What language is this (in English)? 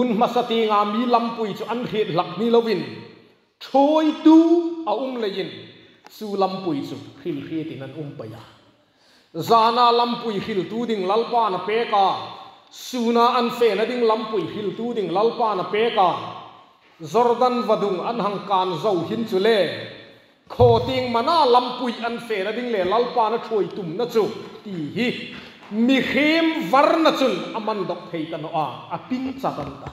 Hmar